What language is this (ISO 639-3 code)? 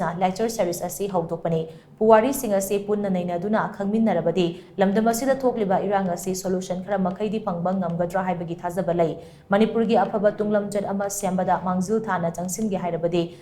mni